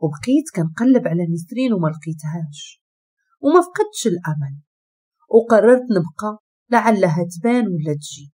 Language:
Moroccan Arabic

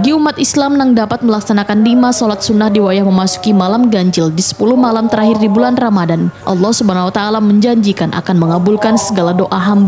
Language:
Banjar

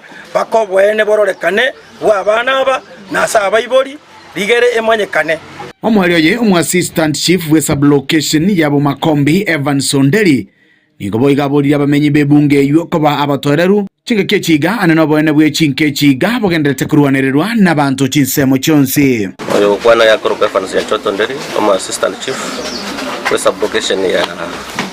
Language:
Gusii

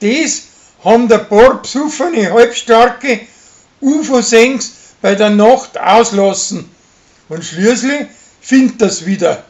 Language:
Bavarian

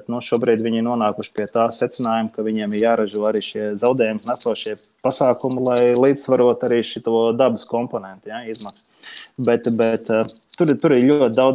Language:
Latvian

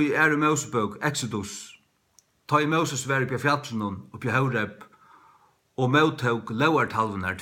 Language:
Faroese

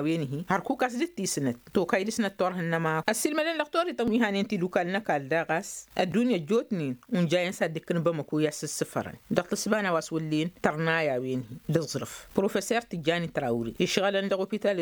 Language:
Tamasheq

